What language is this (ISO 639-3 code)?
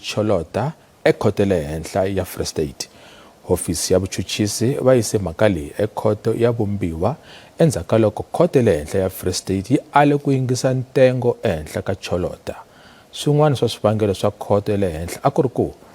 tso